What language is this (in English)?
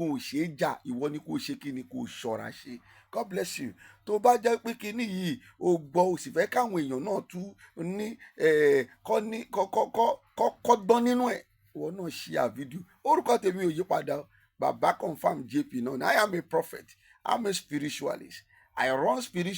Yoruba